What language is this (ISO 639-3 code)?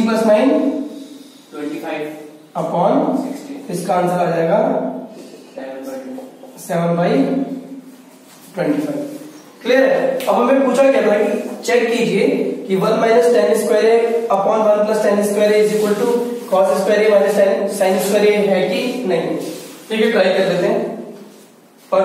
hin